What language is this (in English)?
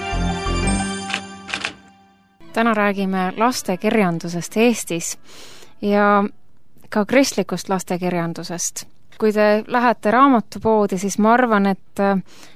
Estonian